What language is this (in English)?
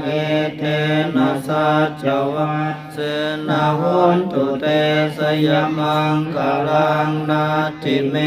Pali